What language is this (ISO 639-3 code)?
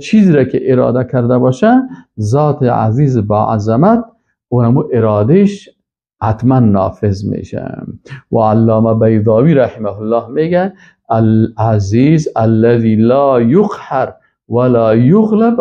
fas